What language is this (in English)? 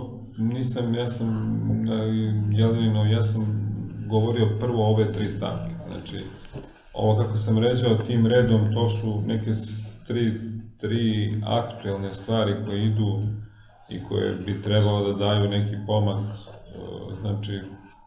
Serbian